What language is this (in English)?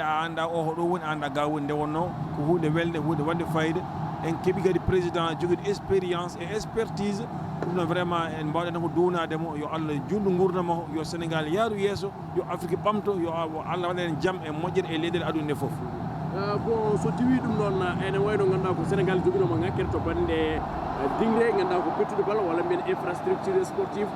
Fula